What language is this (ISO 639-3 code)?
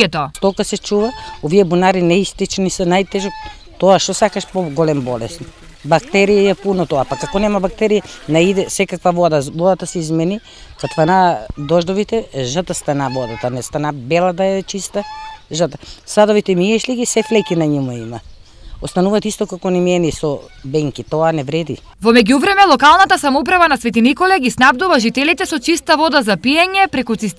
mkd